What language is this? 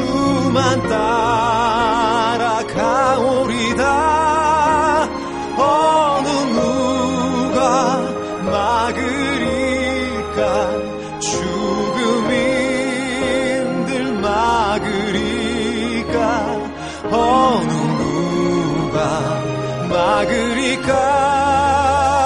Korean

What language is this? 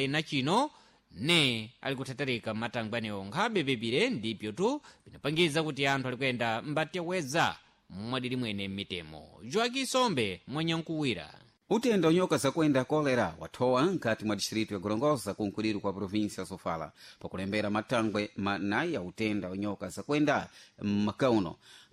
Sena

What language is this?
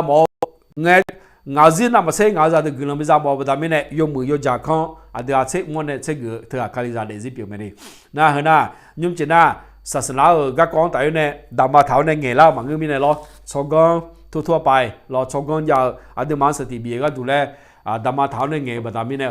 Akha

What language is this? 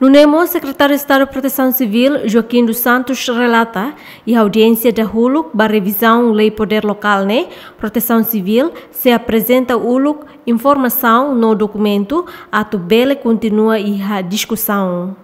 Tetum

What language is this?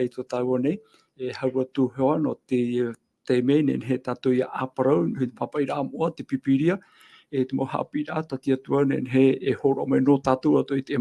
Tahitian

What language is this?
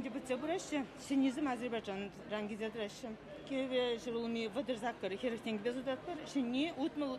Chuvash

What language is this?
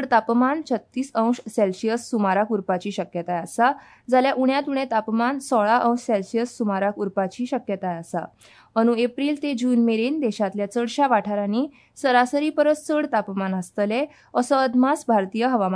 Konkani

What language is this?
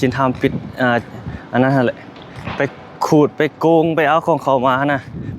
Lao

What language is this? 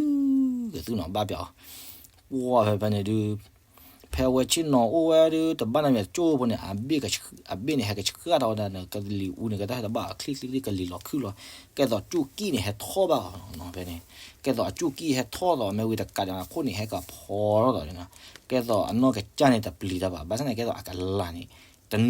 S'gaw Karen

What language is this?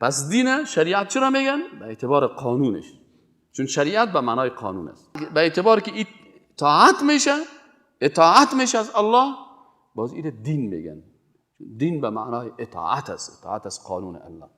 Persian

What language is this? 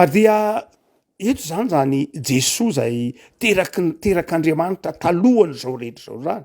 Malagasy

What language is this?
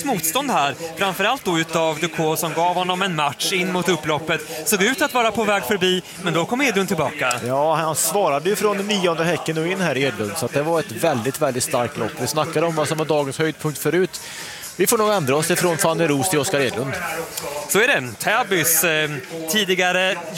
Swedish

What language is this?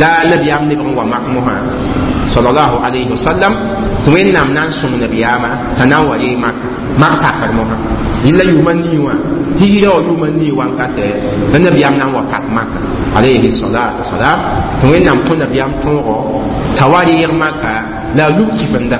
Mossi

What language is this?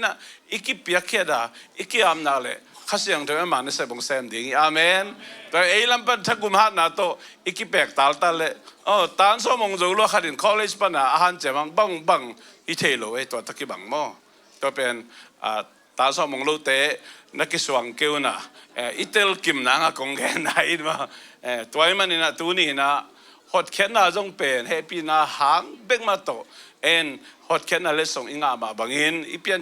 Tedim Chin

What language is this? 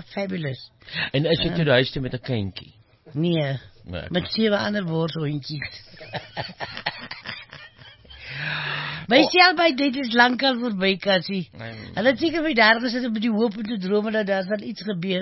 Afrikaans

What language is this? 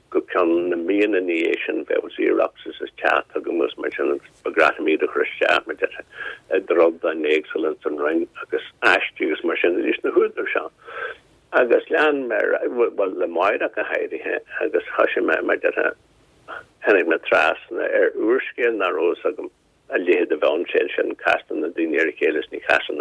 Irish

